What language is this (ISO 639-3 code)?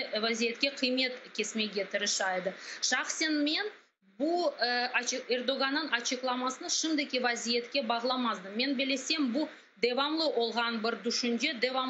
crh